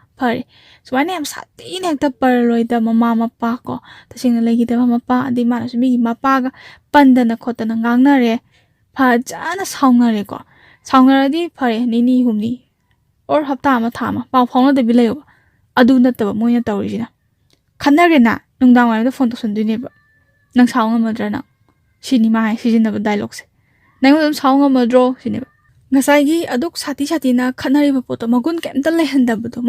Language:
Manipuri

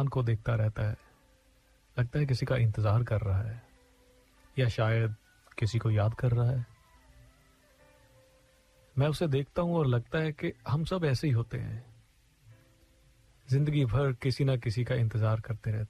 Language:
Hindi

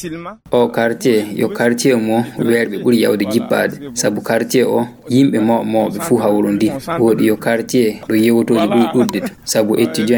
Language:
Fula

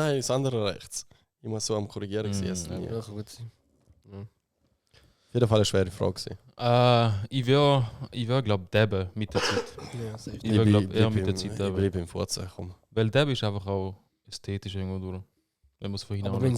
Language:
Swiss German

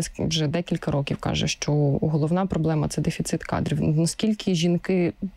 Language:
Ukrainian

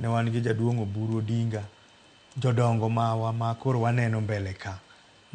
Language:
Luo (Kenya and Tanzania)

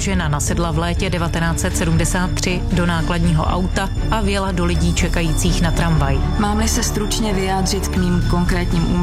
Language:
Czech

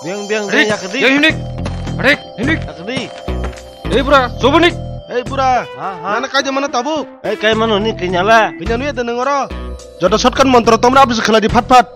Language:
Kok Borok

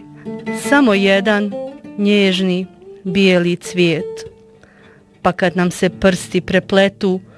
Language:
Bosnian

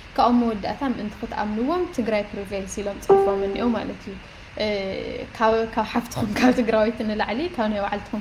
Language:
Tigrinya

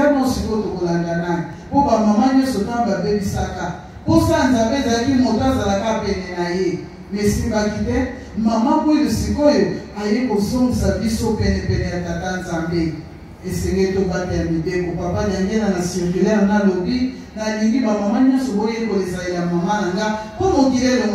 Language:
Lingala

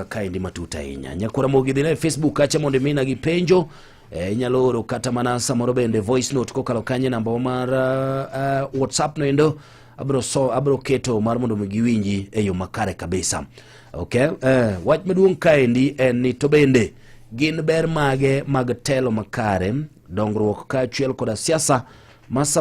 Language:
Luo (Kenya and Tanzania)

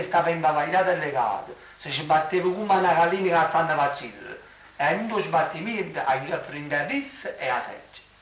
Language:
Neapolitan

